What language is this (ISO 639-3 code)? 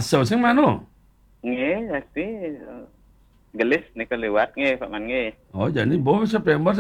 ban